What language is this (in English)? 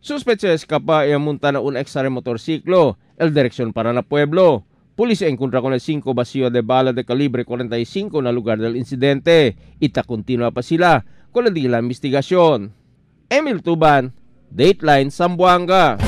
Chavacano